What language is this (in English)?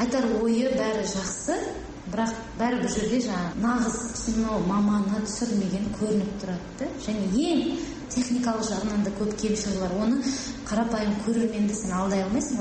Kazakh